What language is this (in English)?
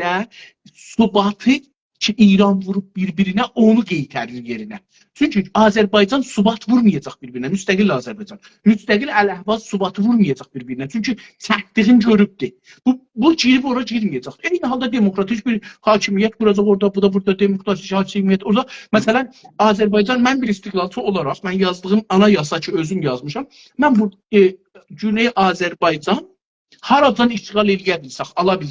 South Azerbaijani